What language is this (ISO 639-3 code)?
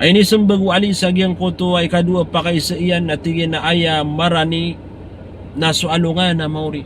mrw